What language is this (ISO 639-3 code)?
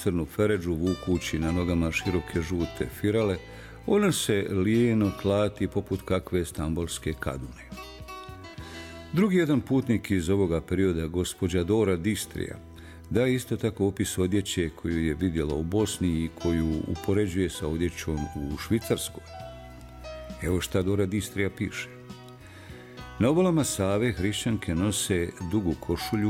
bos